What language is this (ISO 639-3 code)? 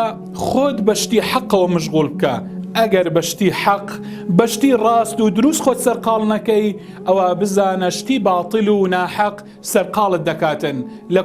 ckb